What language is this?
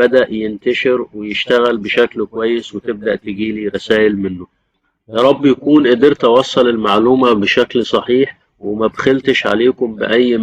Egyptian Arabic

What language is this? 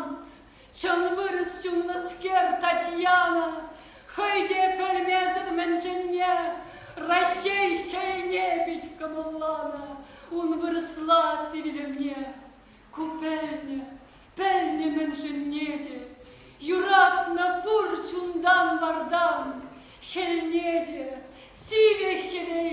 Chuvash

